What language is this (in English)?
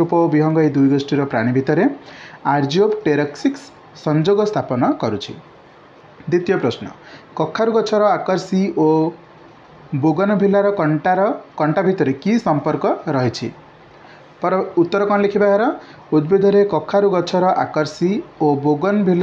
Odia